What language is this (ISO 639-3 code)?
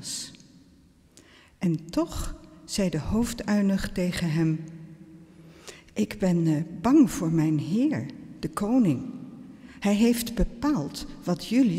nld